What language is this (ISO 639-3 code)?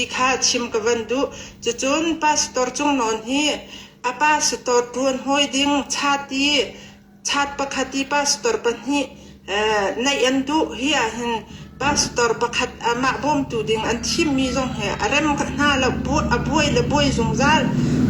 cnh